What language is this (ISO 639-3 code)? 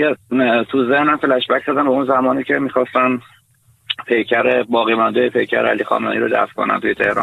fas